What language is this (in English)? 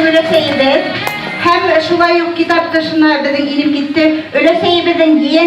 Bashkir